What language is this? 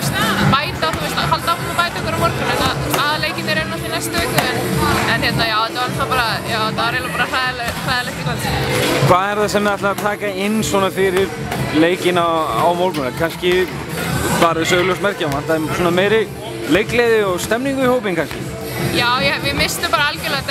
Icelandic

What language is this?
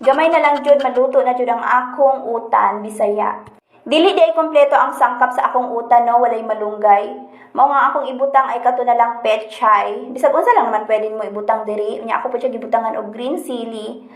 Cebuano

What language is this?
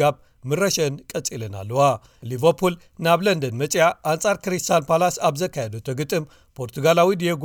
Tigrinya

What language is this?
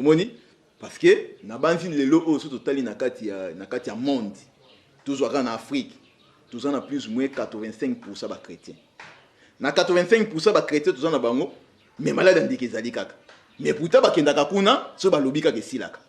Lingala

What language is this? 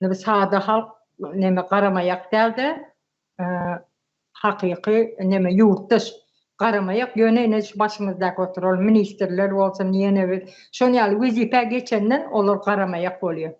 Turkmen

